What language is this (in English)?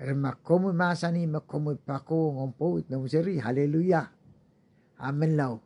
Pohnpeian